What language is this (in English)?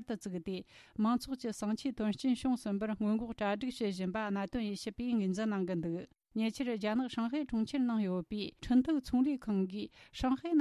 Tibetan